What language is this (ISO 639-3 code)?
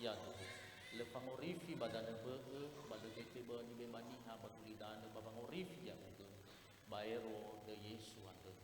nia